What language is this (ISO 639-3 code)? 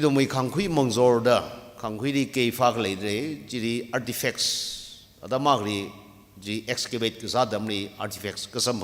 nmf